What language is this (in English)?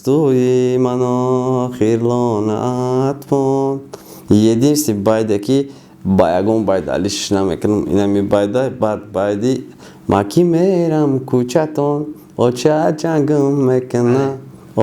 Tajik